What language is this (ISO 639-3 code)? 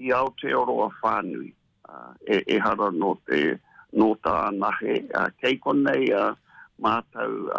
mri